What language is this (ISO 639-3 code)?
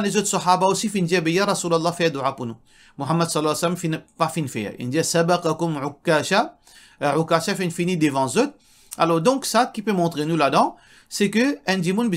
mfe